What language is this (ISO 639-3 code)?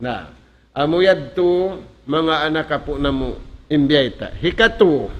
tsg